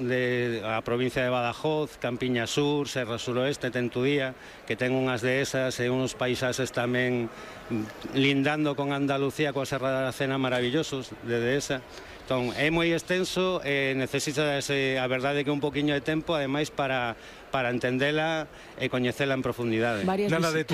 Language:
Galician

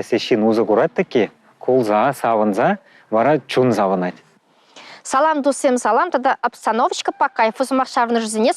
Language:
Chuvash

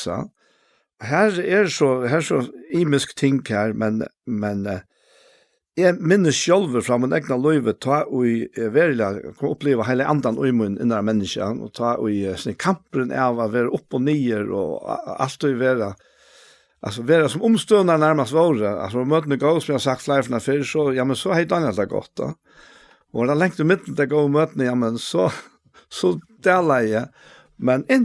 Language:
Faroese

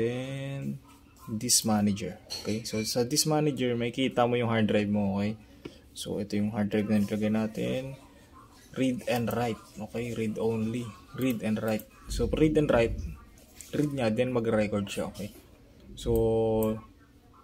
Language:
Filipino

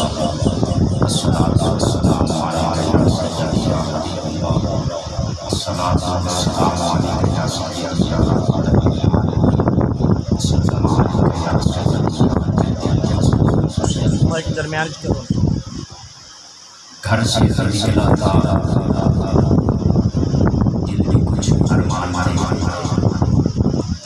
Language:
Urdu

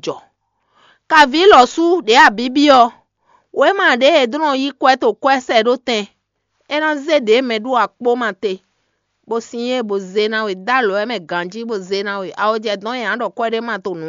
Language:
Fon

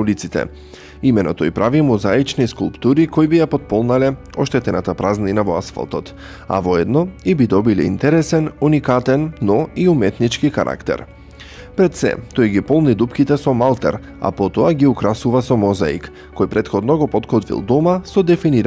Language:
Macedonian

